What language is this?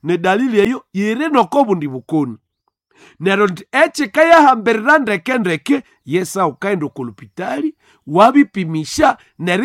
Nande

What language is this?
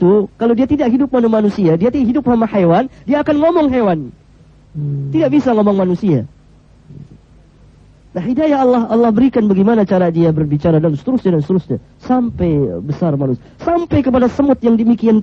Indonesian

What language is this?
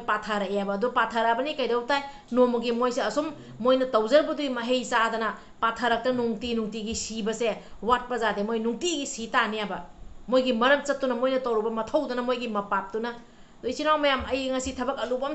Manipuri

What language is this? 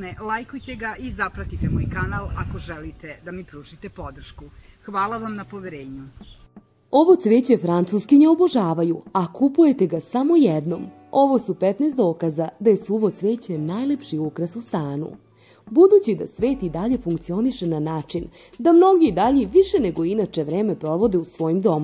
Serbian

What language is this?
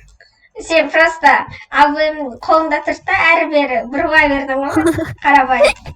Kazakh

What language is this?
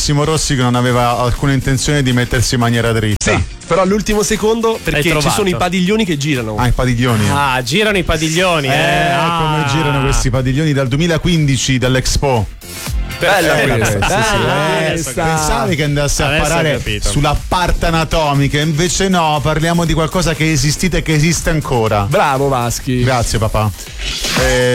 Italian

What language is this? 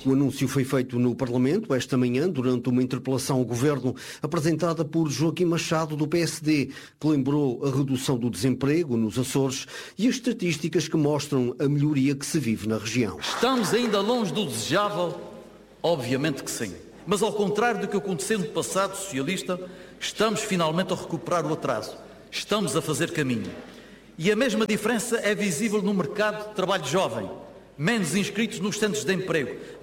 Portuguese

